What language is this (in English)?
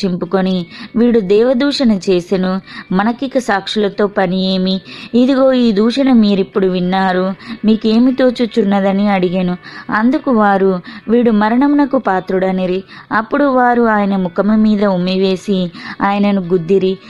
Telugu